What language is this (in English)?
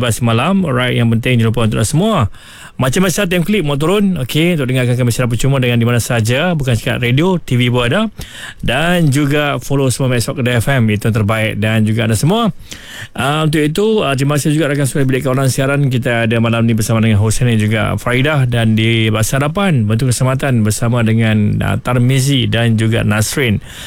Malay